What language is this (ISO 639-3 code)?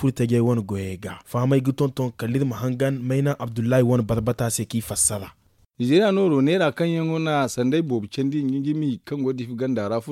dje